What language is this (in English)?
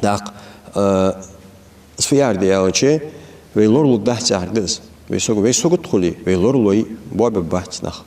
Ingush